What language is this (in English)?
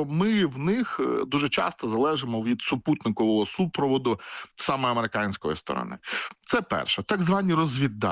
Ukrainian